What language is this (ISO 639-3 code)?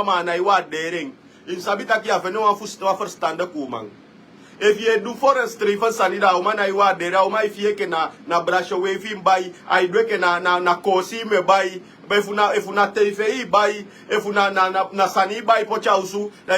srn